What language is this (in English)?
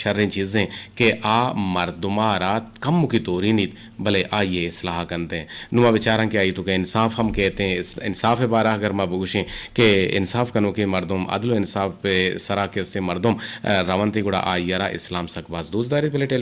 Eastern Balochi